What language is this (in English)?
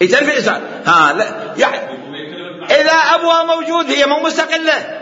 Mesopotamian Arabic